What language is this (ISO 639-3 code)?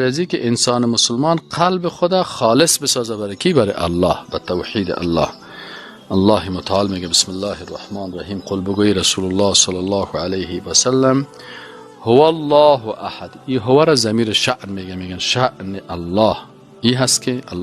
fas